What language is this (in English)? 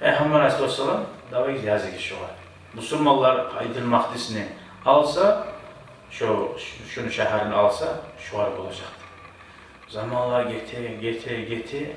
Kumyk